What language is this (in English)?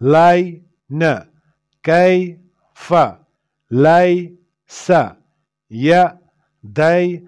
Kashmiri